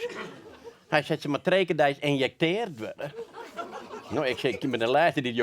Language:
Western Frisian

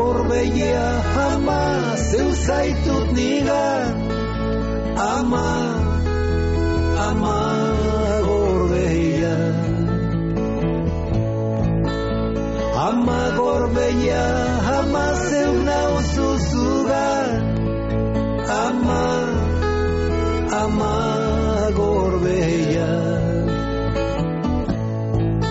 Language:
Basque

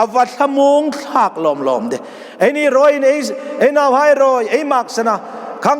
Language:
Hmar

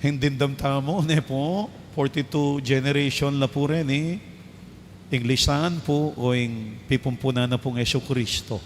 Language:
Pampanga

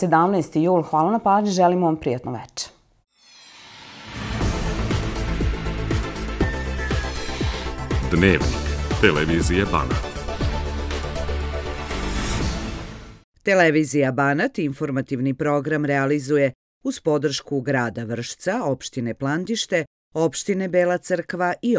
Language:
Serbian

